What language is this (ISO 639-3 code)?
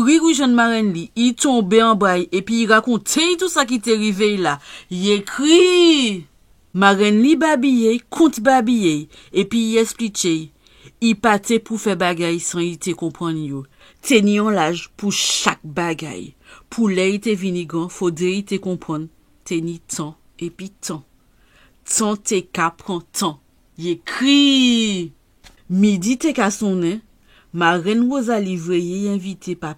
gcf